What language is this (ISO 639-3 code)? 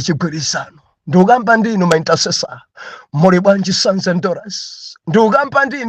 nya